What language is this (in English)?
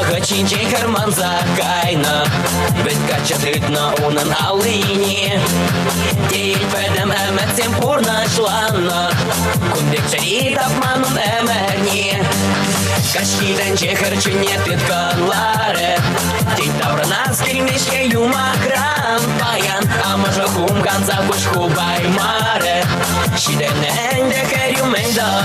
Chuvash